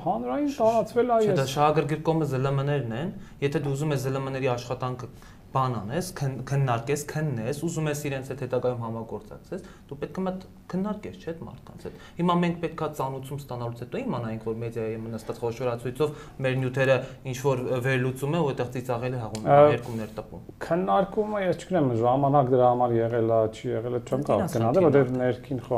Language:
Armenian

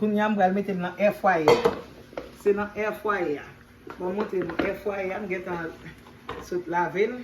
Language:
Haitian Creole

